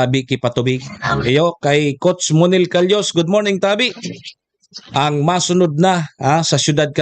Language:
Bikol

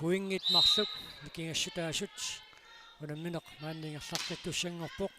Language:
Kalaallisut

